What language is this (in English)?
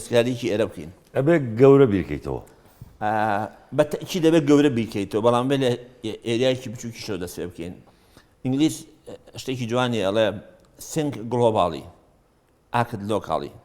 Central Kurdish